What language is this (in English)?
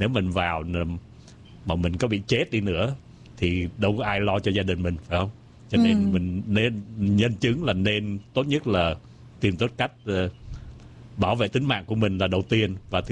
Vietnamese